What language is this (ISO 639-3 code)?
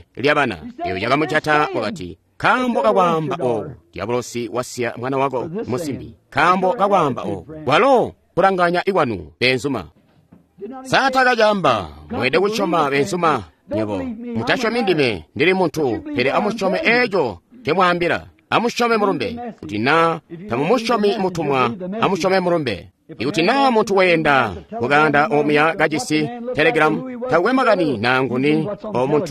toi